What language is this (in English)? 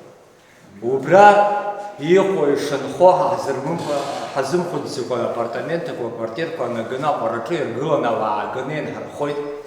Abkhazian